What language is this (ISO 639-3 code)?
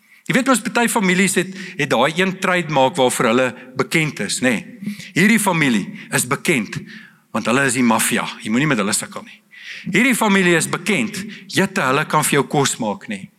afr